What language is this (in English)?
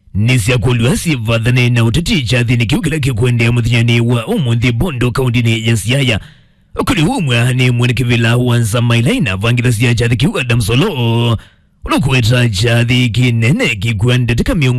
Kamba